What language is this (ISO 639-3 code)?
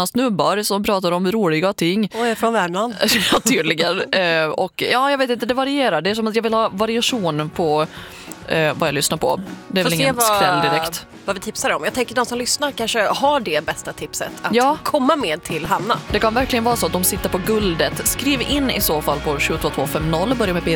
swe